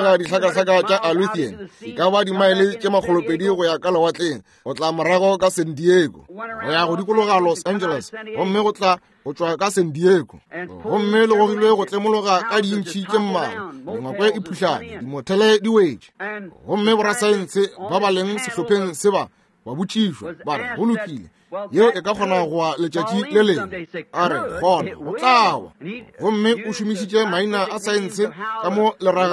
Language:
Northern Sotho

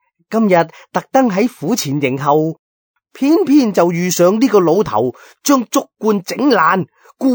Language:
Cantonese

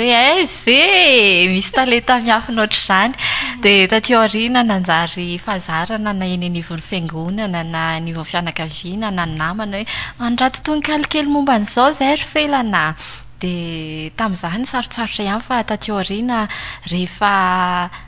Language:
Malagasy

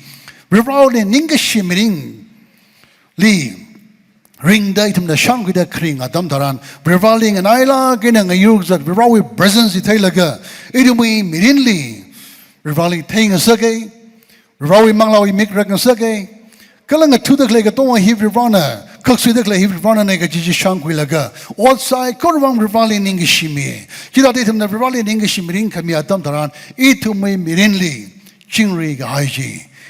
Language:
Tangkhul Naga (India)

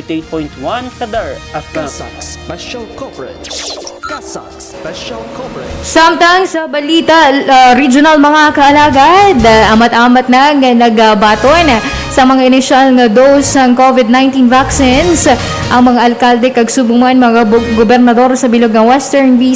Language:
Hiligaynon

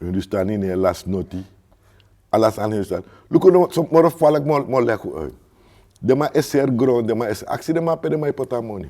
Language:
Sranan Tongo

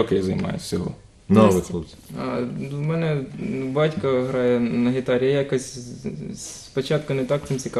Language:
Ukrainian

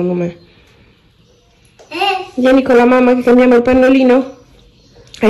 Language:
Italian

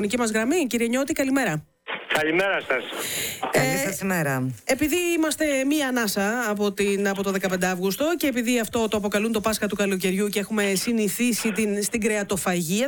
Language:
Greek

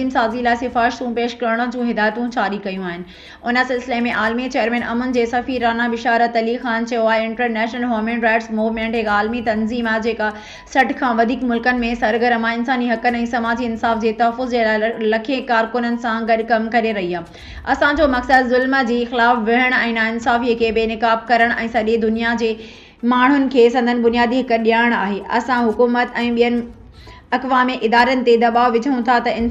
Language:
Sindhi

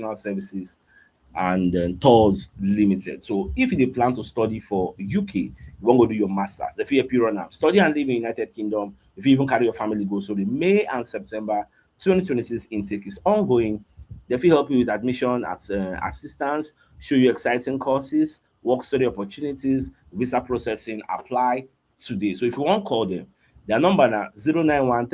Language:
Nigerian Pidgin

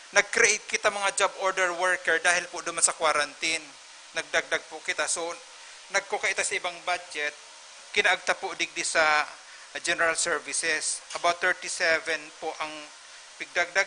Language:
Bikol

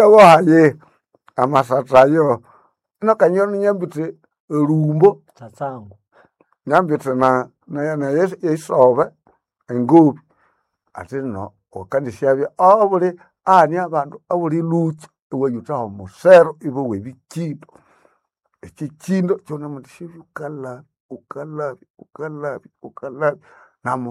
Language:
Nande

